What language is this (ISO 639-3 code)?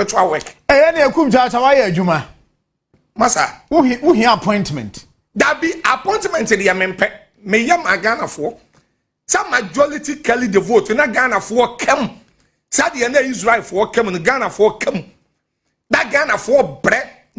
aka